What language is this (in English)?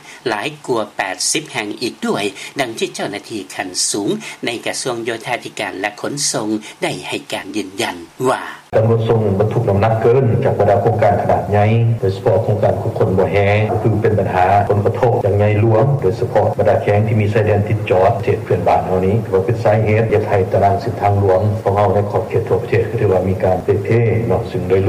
Lao